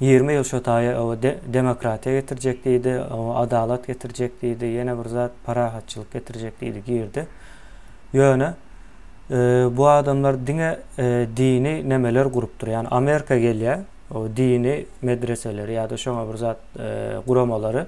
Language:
Turkmen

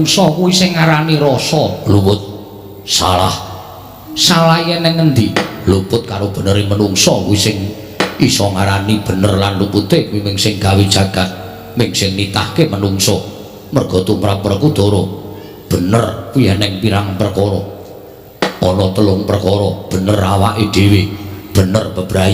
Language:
Javanese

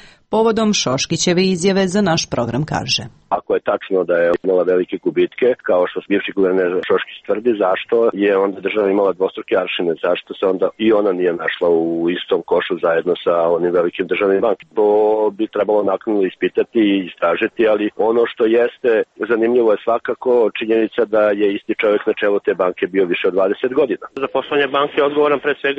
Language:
Serbian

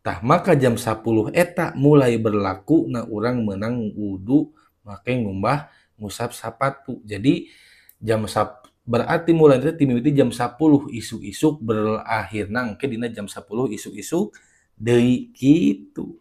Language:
Sundanese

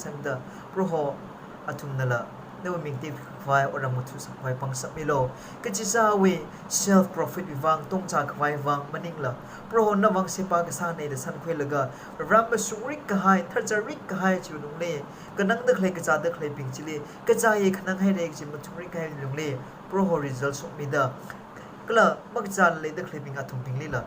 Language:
Tangkhul Naga (India)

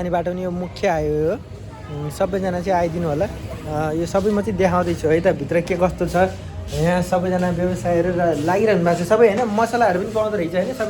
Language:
Nepali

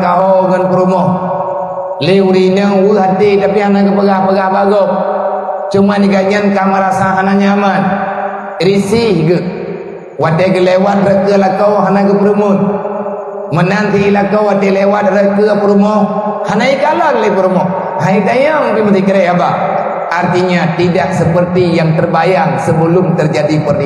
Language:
Achinese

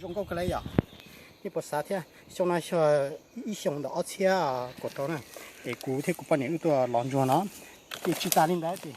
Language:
Hmong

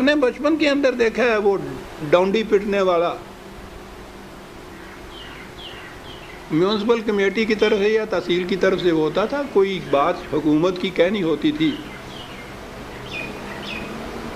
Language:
Urdu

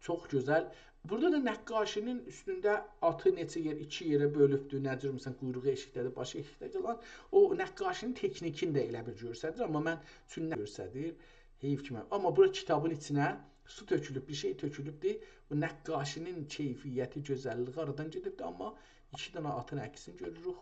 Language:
South Azerbaijani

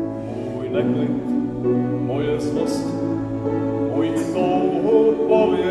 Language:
Czech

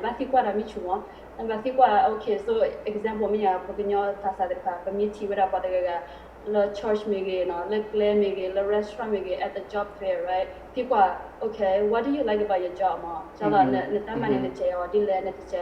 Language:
S'gaw Karen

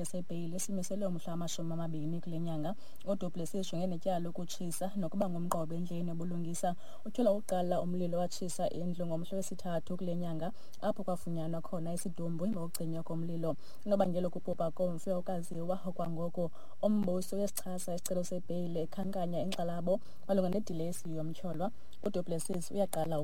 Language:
Xhosa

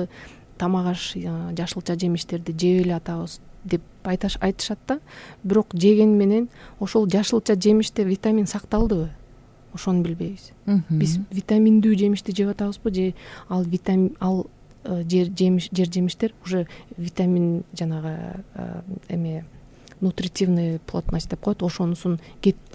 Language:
Kyrgyz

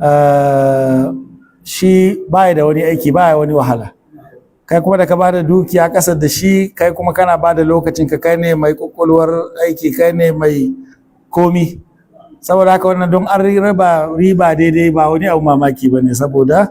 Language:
Hausa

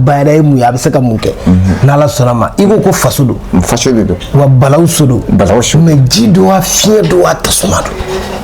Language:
Bambara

